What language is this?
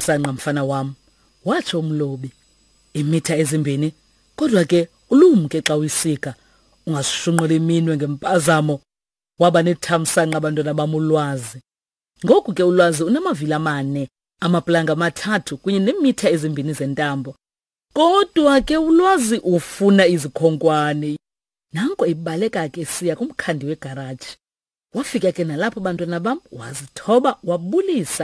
Xhosa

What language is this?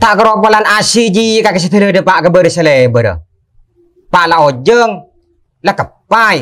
Madurese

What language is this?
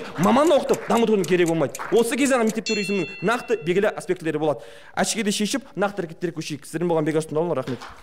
Kazakh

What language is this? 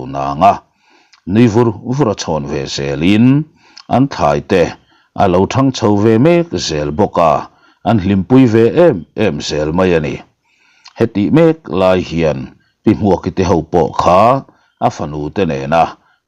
Mizo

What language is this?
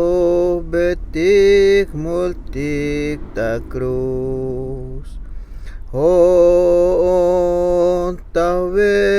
Tzeltal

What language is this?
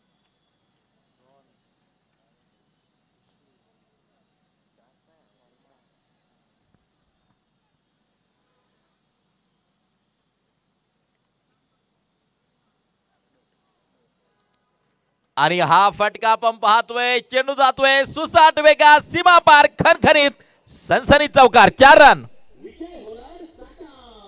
Marathi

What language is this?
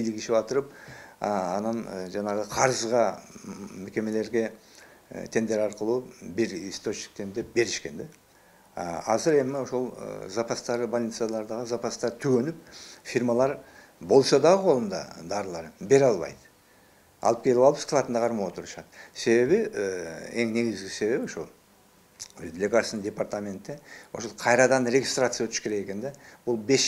Kyrgyz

